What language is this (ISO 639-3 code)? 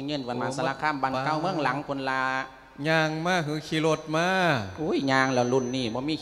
lao